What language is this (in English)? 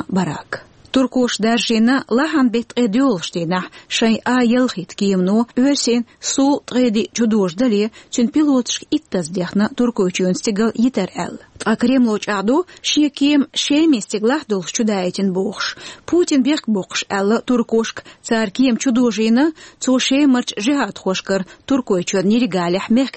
Chechen